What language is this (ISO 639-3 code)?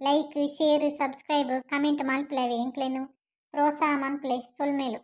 tcy